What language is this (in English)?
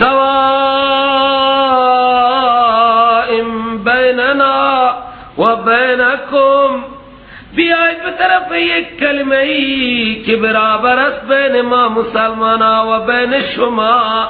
Persian